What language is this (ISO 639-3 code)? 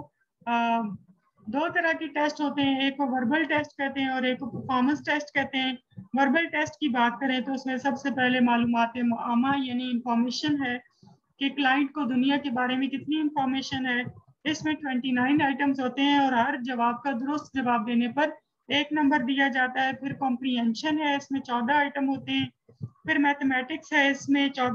urd